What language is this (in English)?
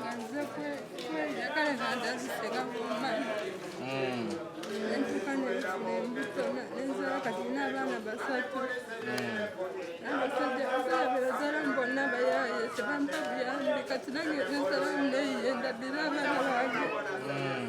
Ganda